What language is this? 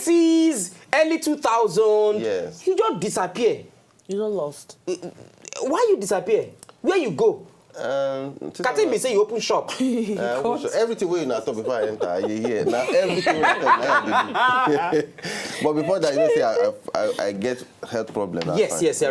Nigerian Pidgin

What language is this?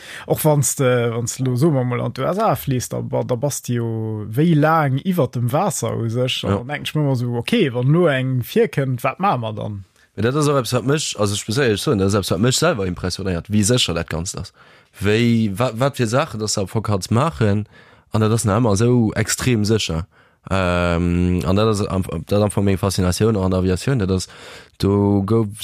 Luxembourgish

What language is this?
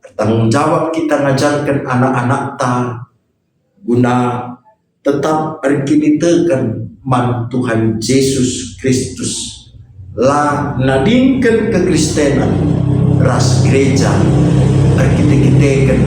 Batak Karo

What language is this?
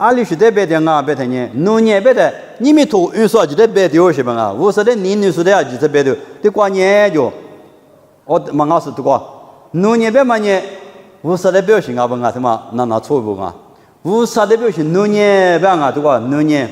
Lisu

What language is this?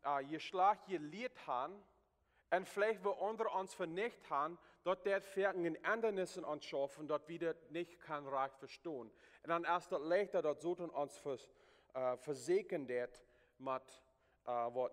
Plautdietsch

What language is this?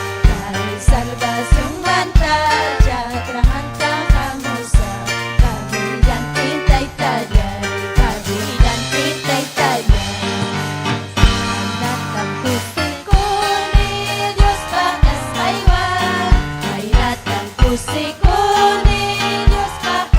Ayacucho Quechua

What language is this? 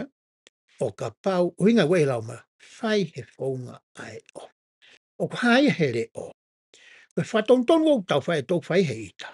Tongan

